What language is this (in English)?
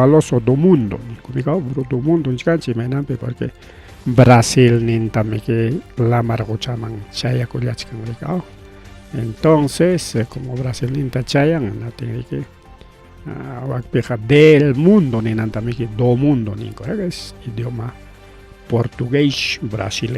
Ayacucho Quechua